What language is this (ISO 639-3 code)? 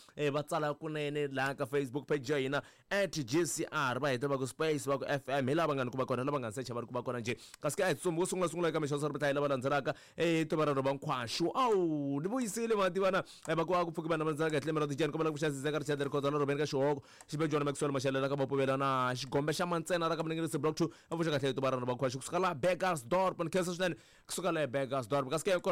tso